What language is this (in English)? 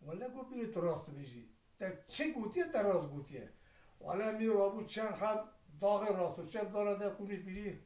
Kurdish